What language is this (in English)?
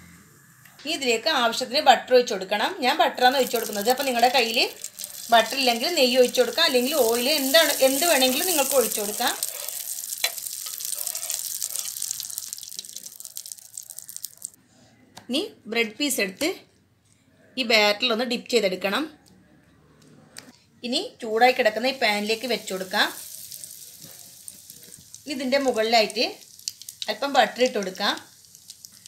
Malayalam